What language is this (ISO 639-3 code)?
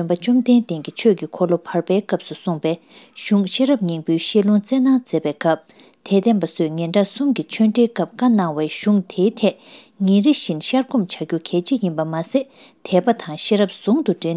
bod